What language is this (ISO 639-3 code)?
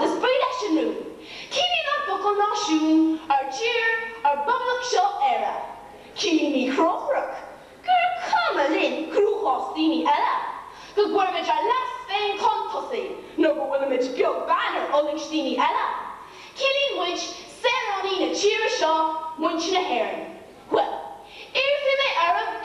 gle